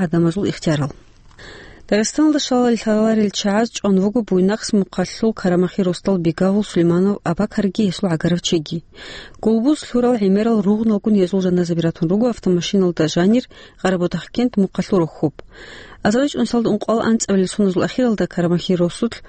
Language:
Avaric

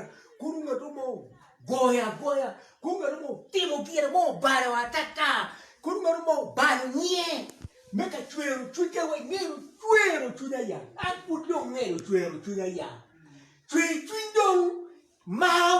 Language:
Acoli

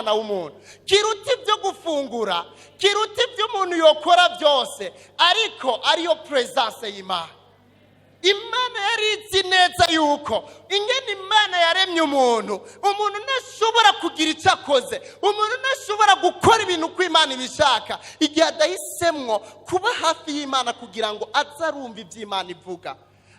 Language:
Rundi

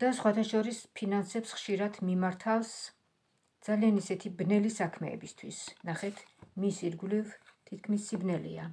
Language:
Georgian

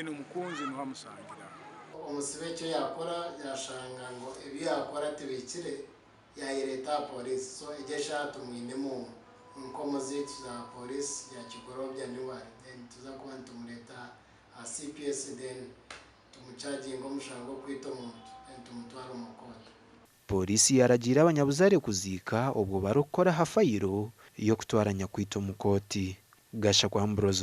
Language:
Nyankole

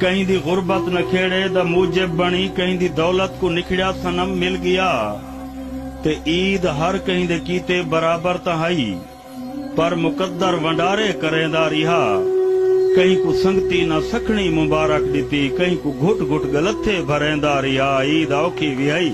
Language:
Saraiki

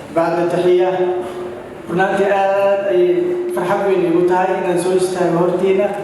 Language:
Somali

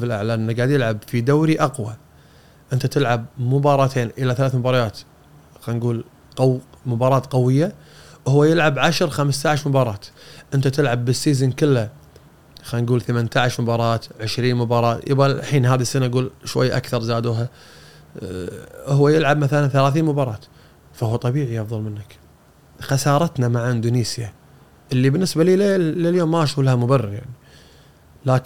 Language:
Gulf Arabic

